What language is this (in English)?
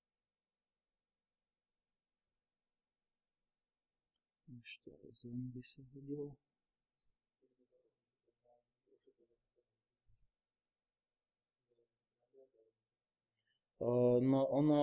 Slovak